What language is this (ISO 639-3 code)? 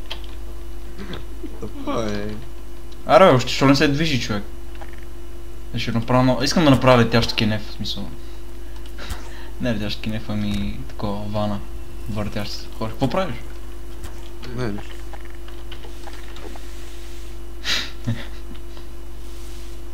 bul